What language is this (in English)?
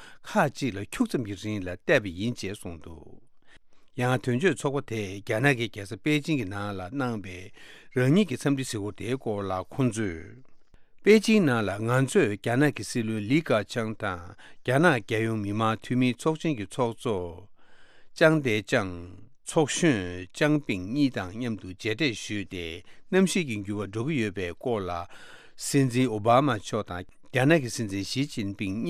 Tibetan